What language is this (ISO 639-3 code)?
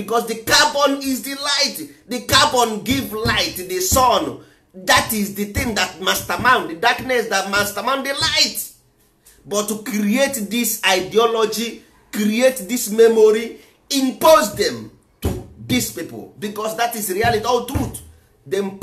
ibo